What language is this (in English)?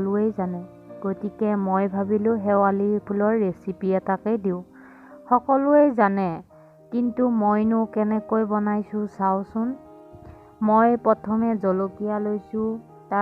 Assamese